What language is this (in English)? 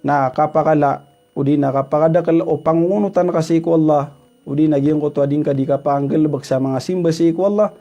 Maranao